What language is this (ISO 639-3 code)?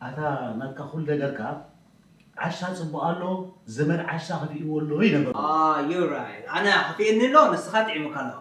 tir